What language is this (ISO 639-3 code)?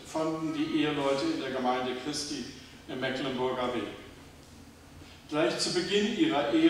deu